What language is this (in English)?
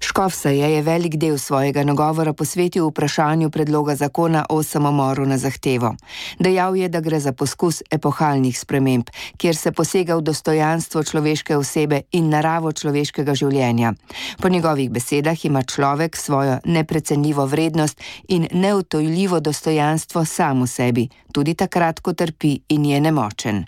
Slovenian